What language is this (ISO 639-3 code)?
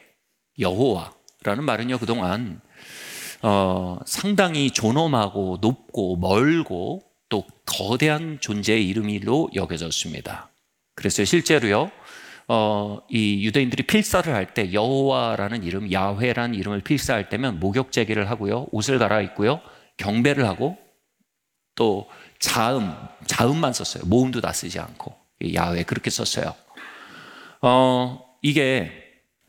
kor